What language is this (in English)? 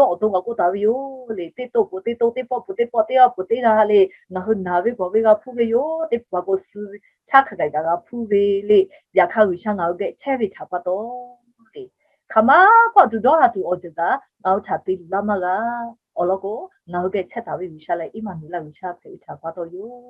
Lahu